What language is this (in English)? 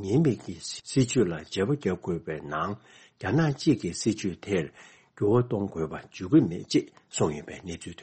Tibetan